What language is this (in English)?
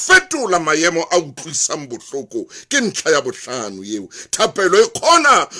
Southern Sotho